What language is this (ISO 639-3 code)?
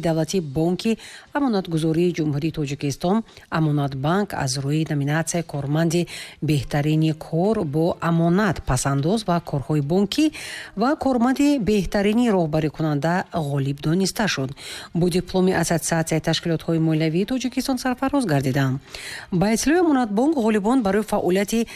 tgk